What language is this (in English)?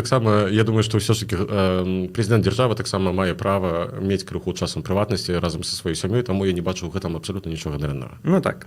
Belarusian